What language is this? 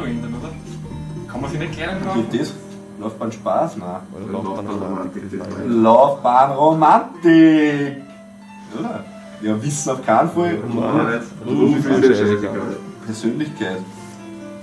Bavarian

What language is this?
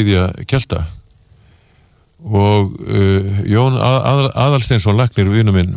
Icelandic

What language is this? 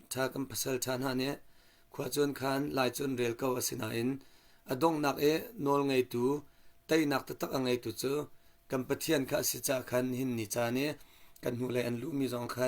Hakha Chin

